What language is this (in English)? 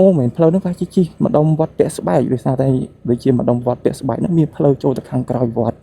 Khmer